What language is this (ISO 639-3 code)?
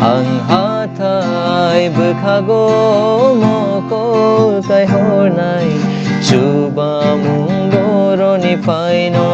trp